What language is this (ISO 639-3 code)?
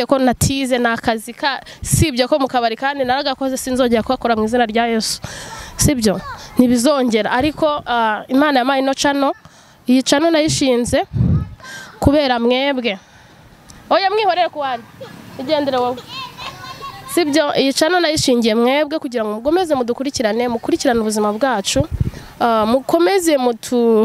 kin